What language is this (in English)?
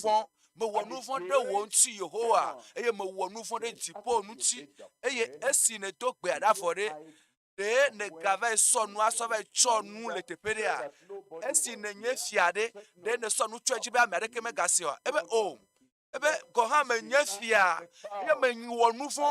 Ewe